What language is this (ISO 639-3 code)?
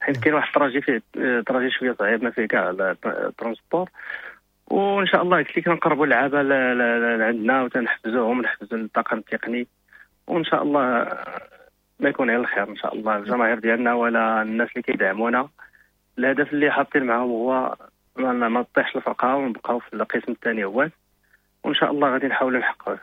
ary